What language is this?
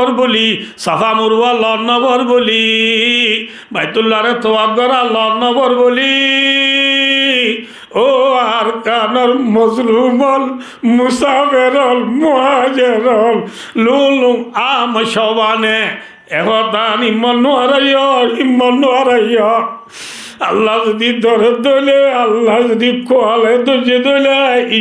Rohingya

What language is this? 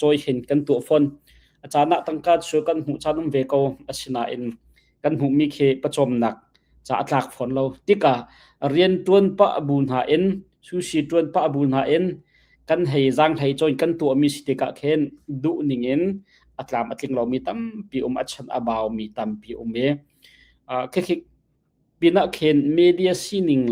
Hakha Chin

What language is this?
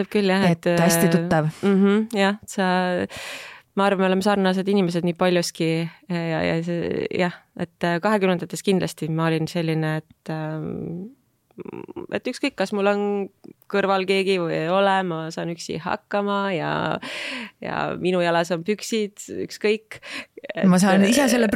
Estonian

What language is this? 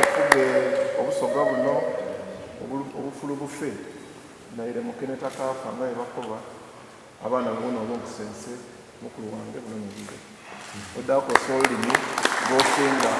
Soga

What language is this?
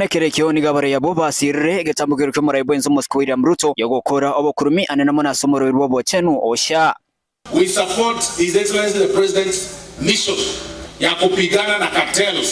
Gusii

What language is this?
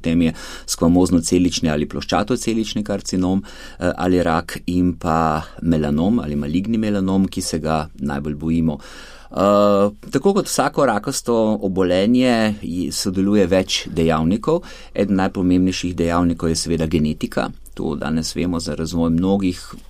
Slovenian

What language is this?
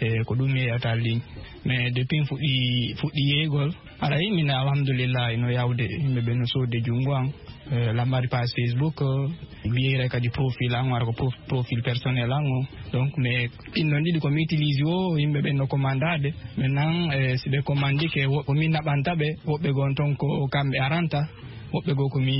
Fula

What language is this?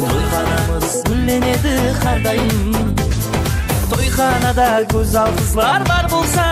Kara-Kalpak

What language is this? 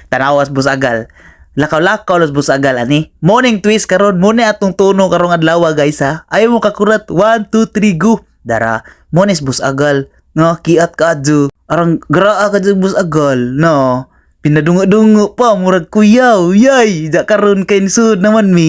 Cebuano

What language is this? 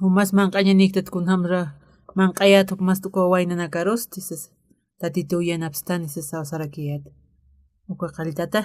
Aymara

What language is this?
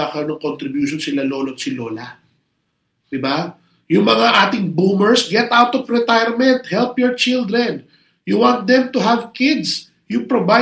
Filipino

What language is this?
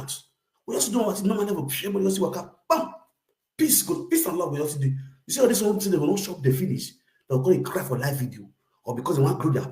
Nigerian Pidgin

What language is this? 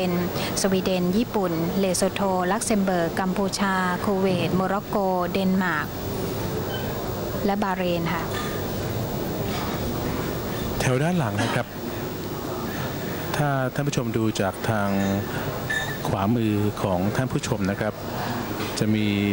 Thai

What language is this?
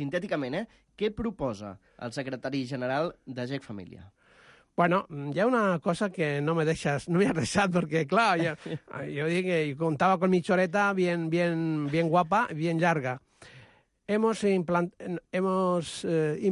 Catalan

